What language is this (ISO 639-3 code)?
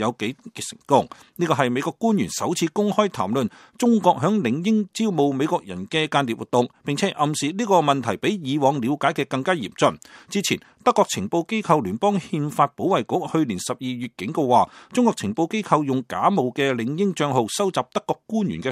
yue